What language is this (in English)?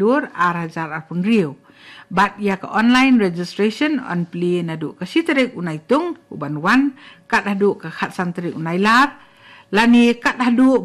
Khasi